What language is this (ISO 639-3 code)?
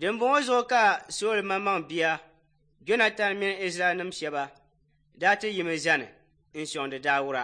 dag